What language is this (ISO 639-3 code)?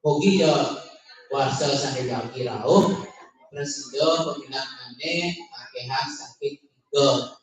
ban